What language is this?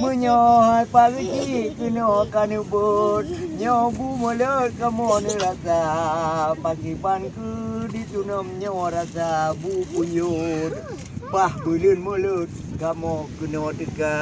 Achinese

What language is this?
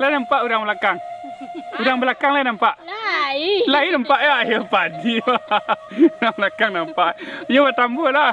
Minangkabau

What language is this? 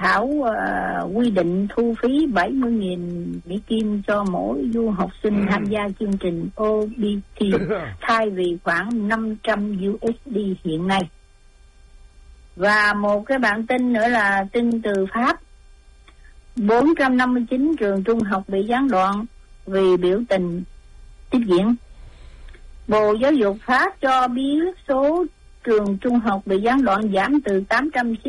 Vietnamese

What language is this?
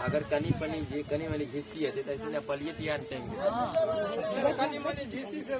Maithili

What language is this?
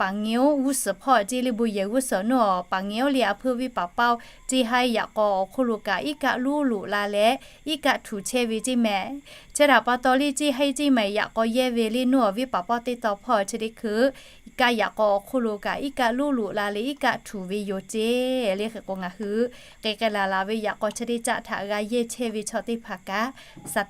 Lahu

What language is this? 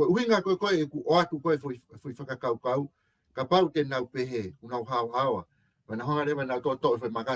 Tongan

